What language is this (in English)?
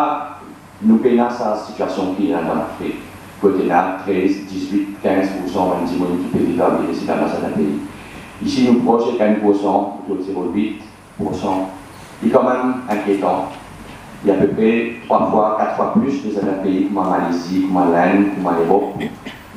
Morisyen